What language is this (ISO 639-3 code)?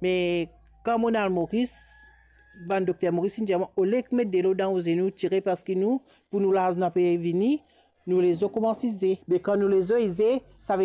mfe